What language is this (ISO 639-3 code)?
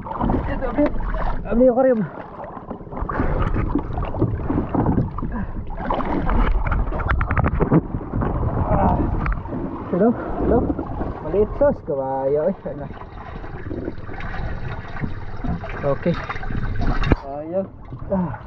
fil